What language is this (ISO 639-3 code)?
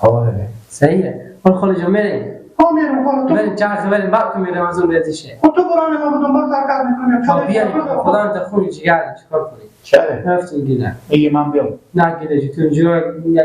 fas